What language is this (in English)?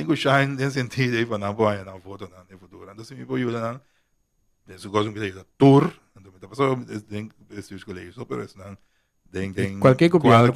Papiamento